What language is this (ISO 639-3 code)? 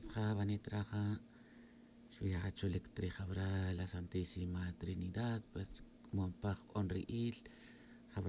tzj